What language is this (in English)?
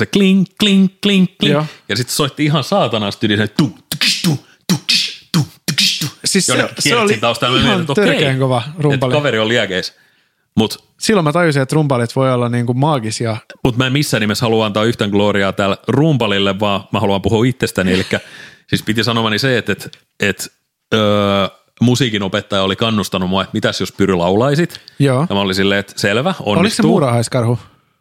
Finnish